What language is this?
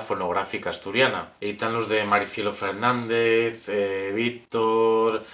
Asturian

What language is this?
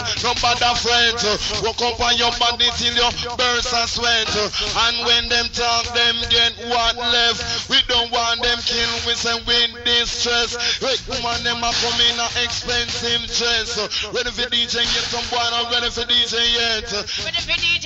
Jamaican Creole English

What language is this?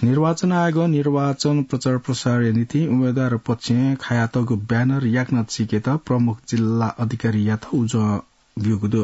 Newari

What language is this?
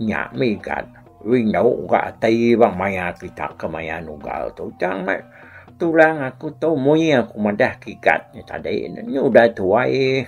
Iban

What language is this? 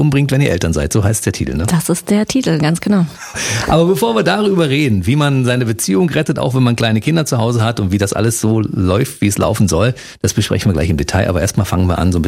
German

